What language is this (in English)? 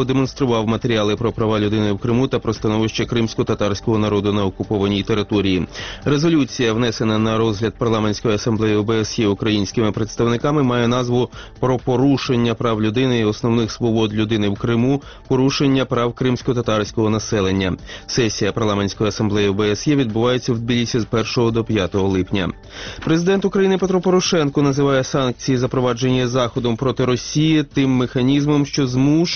Ukrainian